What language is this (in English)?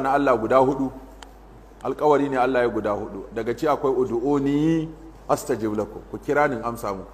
Hausa